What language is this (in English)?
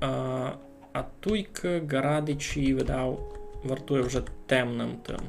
Rusyn